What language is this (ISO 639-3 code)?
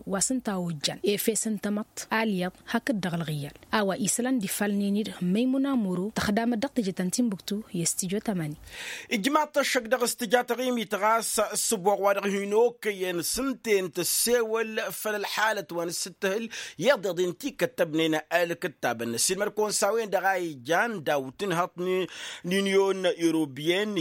taq